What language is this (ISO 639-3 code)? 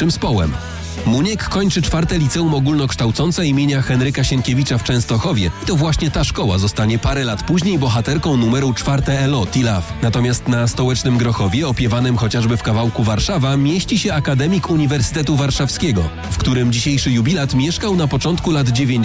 pol